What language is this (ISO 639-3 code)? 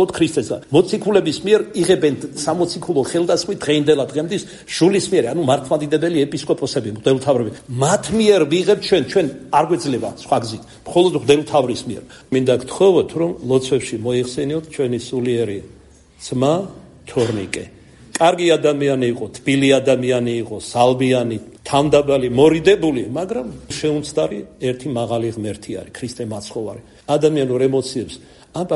kat